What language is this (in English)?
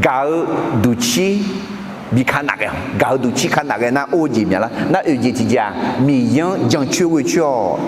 Akha